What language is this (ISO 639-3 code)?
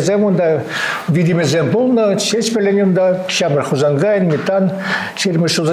chv